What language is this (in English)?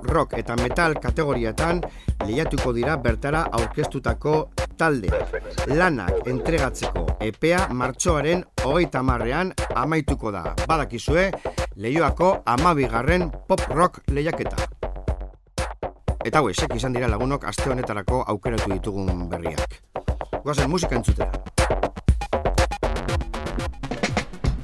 Basque